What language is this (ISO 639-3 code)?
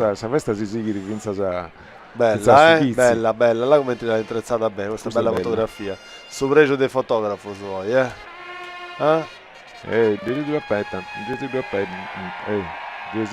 srd